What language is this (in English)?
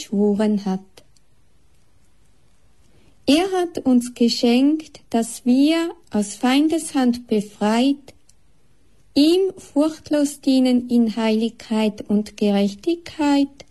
German